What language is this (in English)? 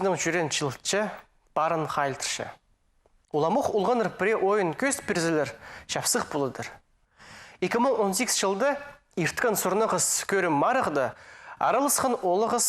Khakas